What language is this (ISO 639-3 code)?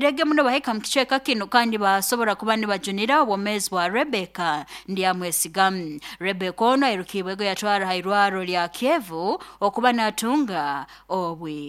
nyn